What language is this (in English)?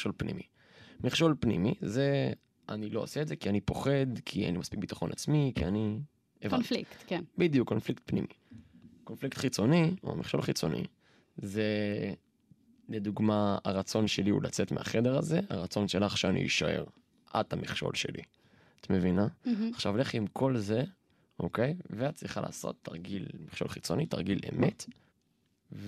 Hebrew